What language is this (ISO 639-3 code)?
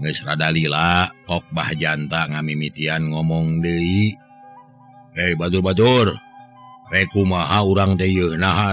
sun